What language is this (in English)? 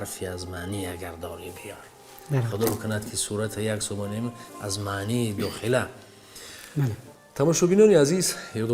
Tajik